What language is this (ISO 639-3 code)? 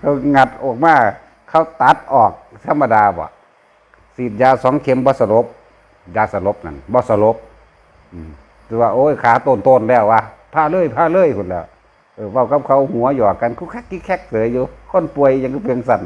tts